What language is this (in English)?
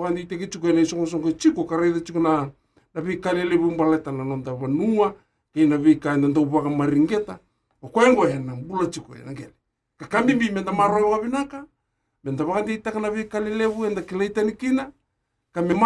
Fijian